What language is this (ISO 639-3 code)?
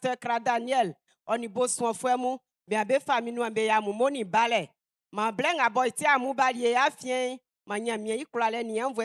bci